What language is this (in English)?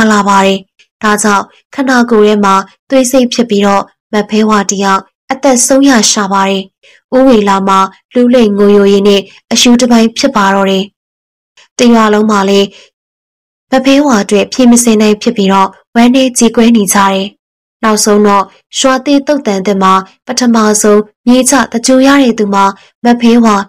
Burmese